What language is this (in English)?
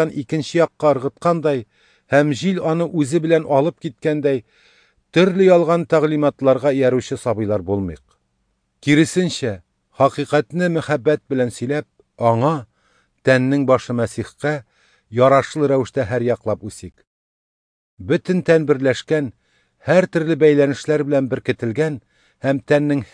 Tatar